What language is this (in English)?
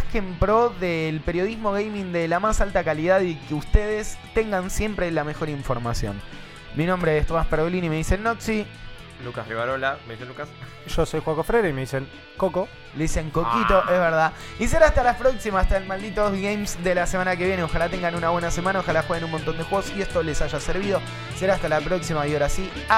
Spanish